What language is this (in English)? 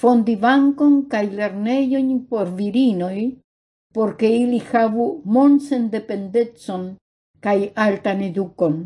Esperanto